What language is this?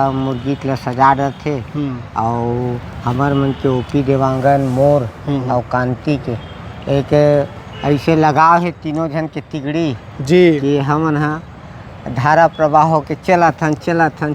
Chhattisgarhi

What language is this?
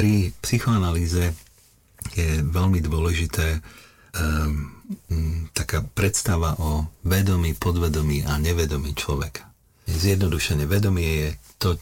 Slovak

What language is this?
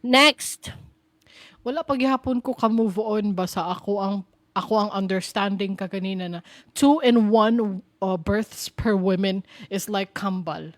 Cebuano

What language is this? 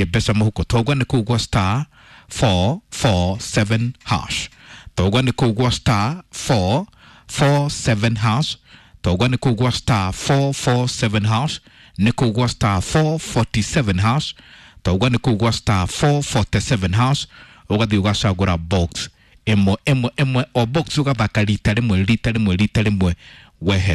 Kikuyu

